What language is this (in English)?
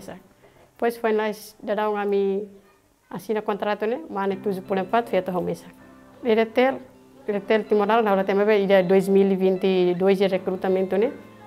Tetum